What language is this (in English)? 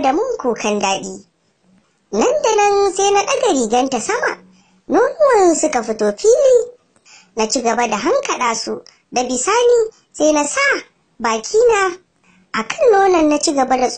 Hausa